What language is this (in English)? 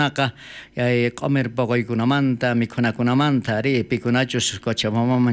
South Bolivian Quechua